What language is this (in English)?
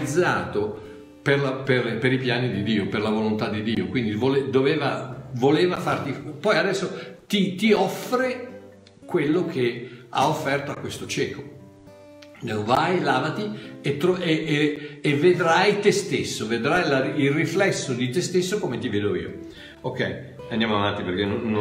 Italian